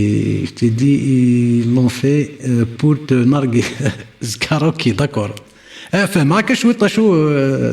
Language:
Kabyle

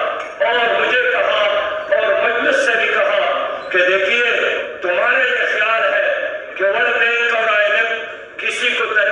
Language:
Urdu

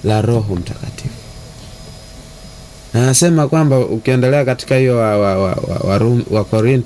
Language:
Swahili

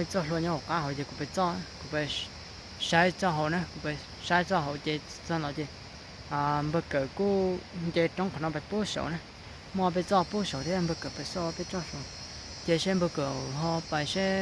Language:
Hmong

